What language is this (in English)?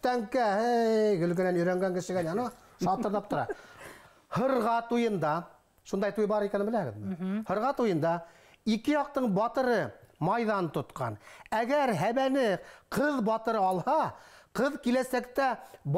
Bashkir